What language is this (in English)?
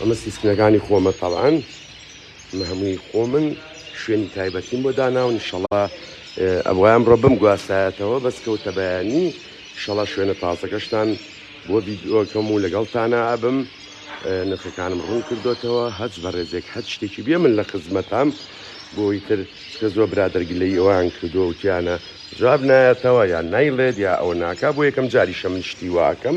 Central Kurdish